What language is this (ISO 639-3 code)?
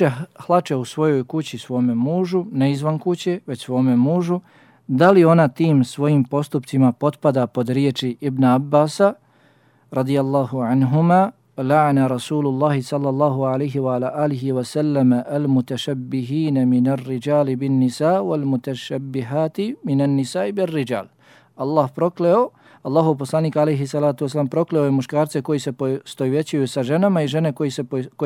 bos